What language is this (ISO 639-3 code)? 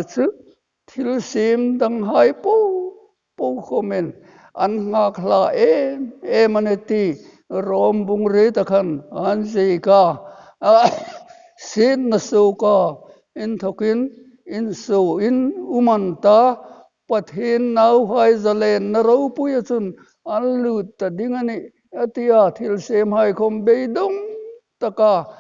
hmr